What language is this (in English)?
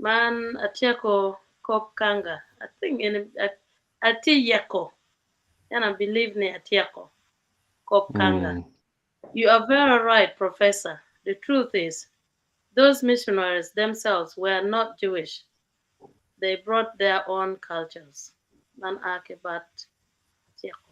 Acoli